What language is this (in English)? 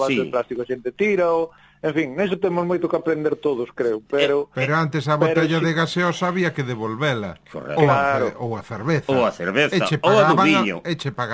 Galician